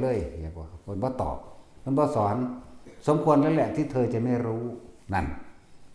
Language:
Northeastern Thai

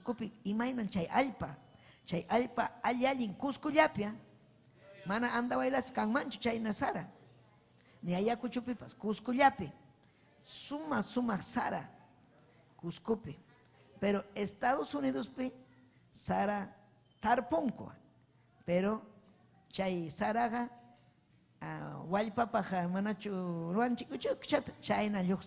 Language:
Ayacucho Quechua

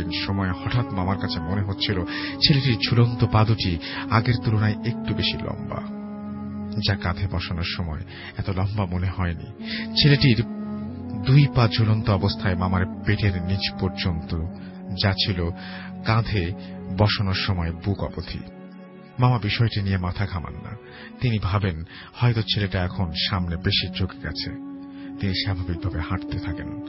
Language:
Bangla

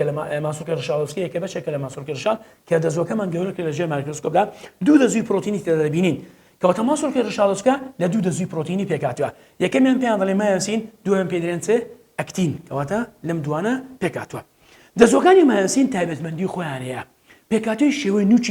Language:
Central Kurdish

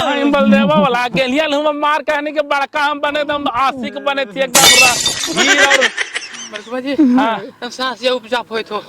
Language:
Magahi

